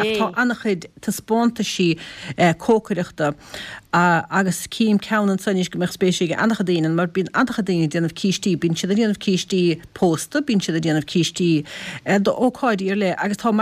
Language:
Irish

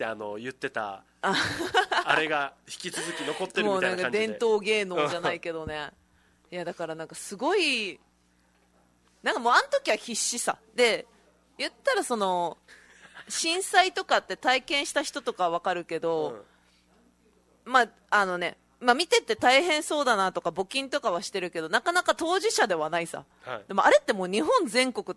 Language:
Japanese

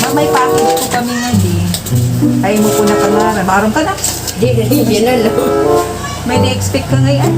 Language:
Waray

